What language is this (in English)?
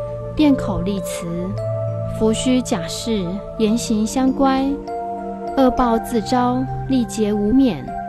Chinese